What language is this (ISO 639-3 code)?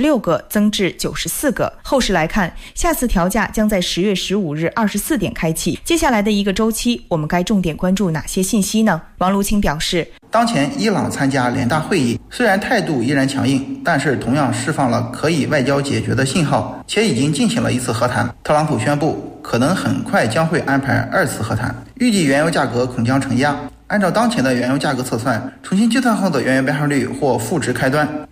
zho